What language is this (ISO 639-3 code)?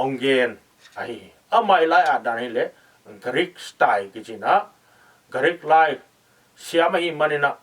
ctd